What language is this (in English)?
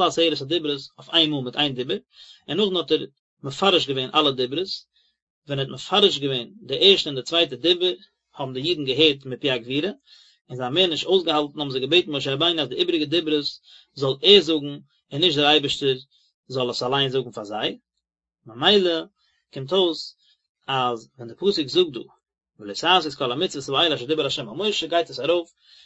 Yiddish